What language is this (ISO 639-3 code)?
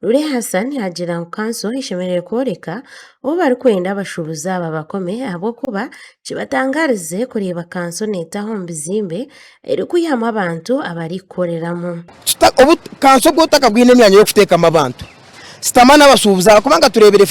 nyn